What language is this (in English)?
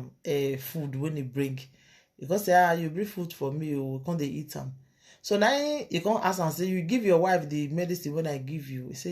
Nigerian Pidgin